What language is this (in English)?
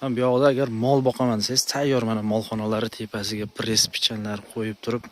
Uzbek